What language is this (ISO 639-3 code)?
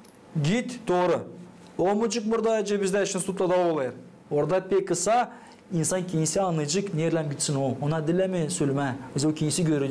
gag